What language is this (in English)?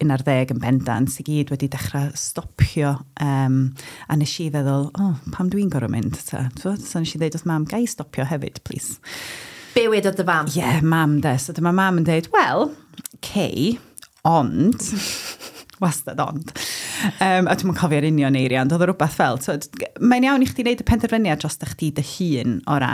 Welsh